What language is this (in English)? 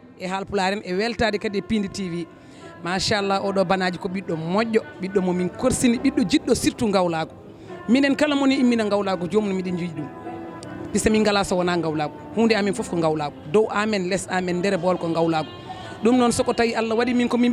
Fula